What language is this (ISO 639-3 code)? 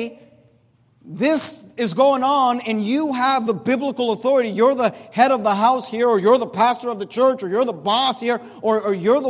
eng